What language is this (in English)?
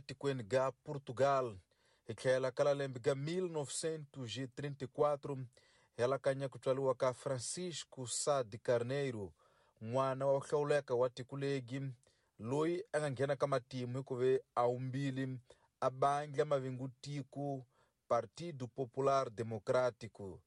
Tsonga